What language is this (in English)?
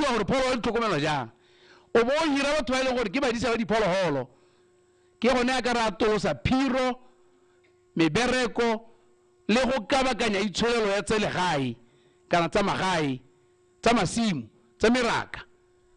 Tswana